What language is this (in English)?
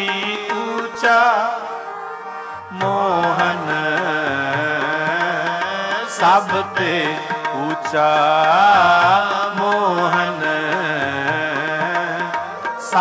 Punjabi